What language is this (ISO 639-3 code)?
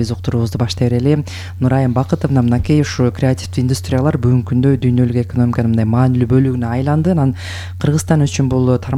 kir